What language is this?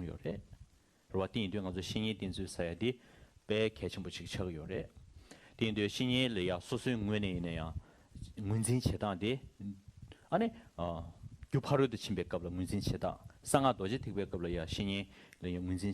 Tibetan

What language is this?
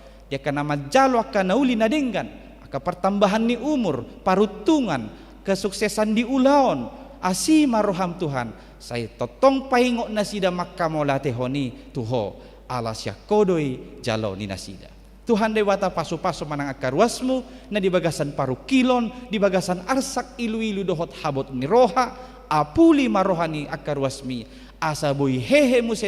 Batak Toba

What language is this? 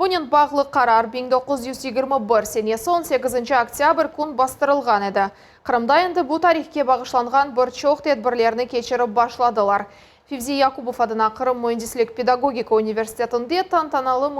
Crimean Tatar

